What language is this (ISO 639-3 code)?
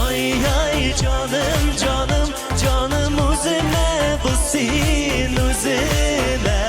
tat